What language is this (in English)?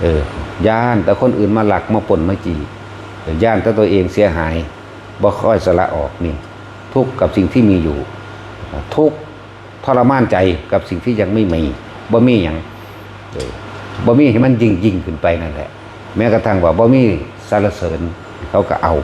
Northeastern Thai